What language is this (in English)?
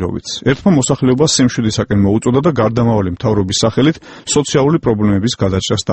Georgian